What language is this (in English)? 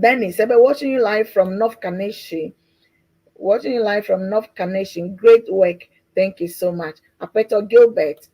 Ewe